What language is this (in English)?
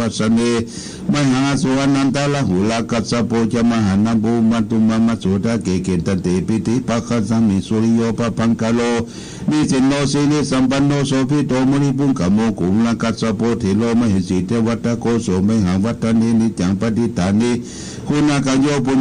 Pali